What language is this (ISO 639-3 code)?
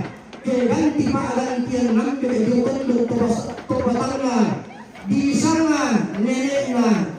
sda